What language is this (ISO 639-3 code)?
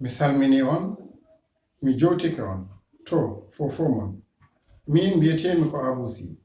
ful